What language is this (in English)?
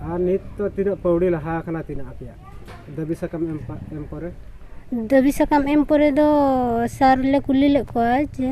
Santali